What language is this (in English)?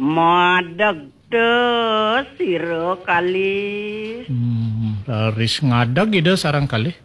Balinese